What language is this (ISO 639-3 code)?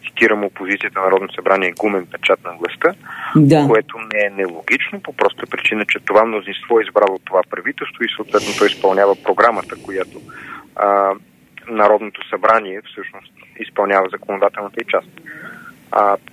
bul